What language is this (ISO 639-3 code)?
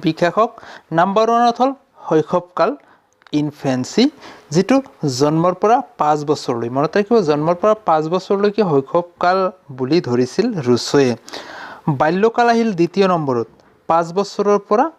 asm